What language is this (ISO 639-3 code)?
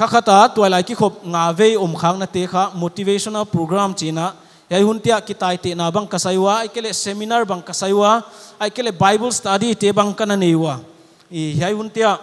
pck